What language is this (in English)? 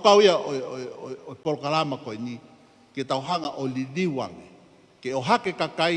Tongan